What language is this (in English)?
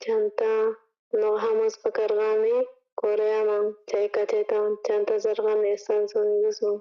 South Bolivian Quechua